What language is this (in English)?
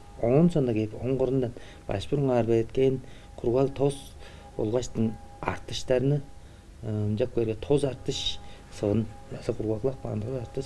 Tuvinian